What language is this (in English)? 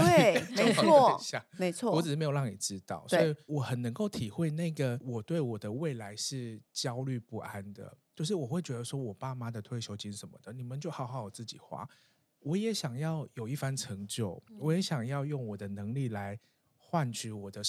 Chinese